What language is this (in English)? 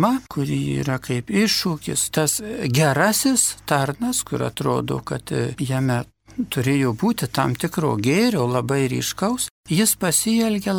Lithuanian